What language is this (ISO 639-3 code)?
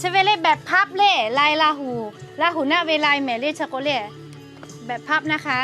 lhu